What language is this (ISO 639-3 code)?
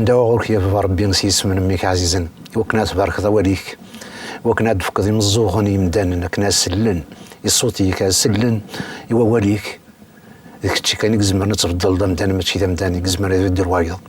kab